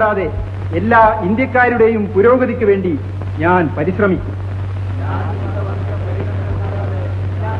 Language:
Malayalam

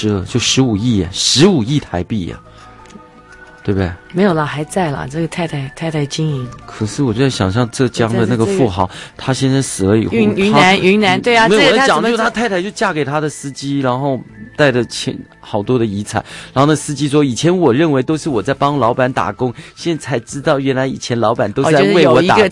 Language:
Chinese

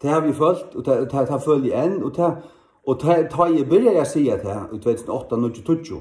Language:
Faroese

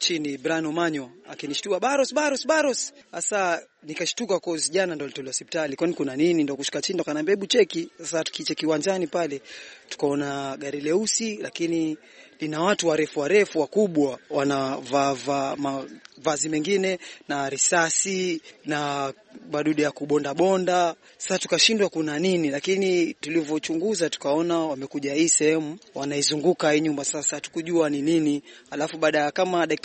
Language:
Swahili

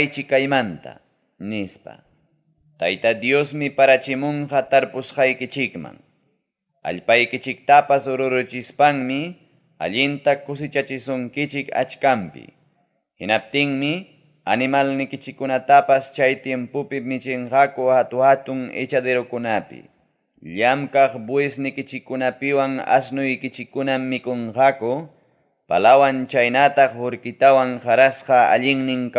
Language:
Ayacucho Quechua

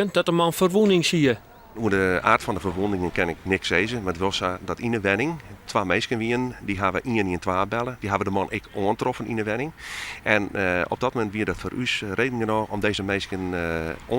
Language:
Western Frisian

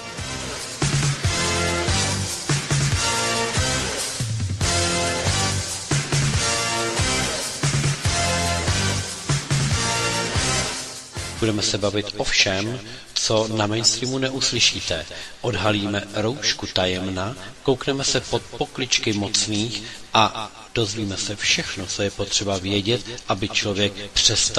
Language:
Czech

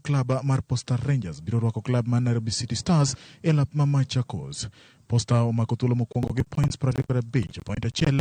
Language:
Luo (Kenya and Tanzania)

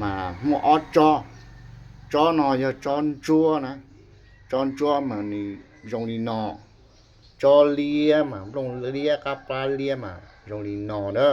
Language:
Hmong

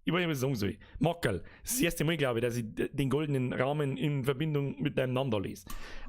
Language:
Bavarian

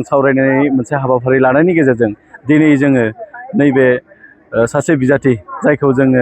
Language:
Bodo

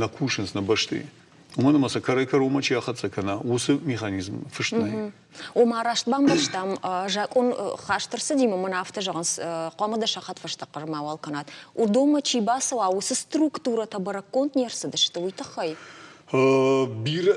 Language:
Ossetic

